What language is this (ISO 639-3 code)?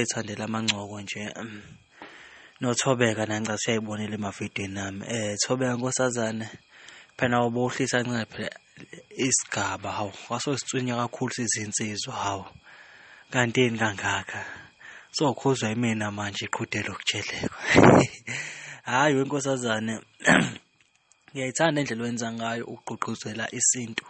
zul